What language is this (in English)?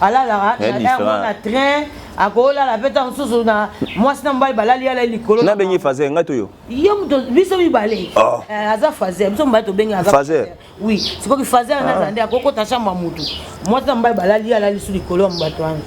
Lingala